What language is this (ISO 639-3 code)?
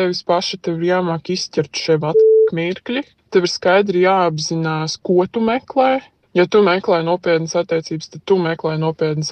lav